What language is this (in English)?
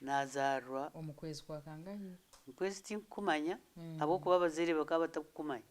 Nyankole